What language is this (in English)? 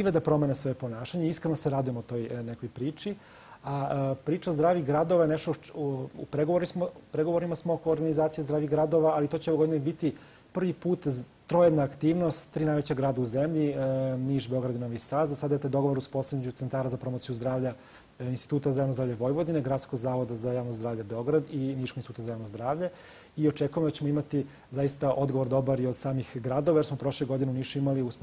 Serbian